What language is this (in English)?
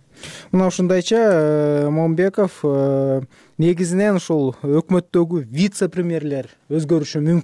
Kyrgyz